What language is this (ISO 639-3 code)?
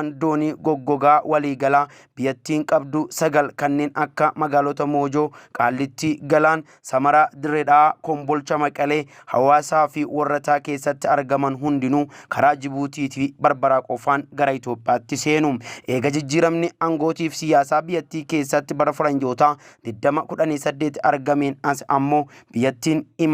orm